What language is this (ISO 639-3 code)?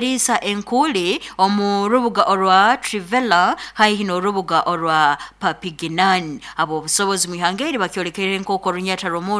nyo